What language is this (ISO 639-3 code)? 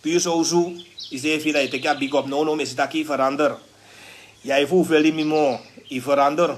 srn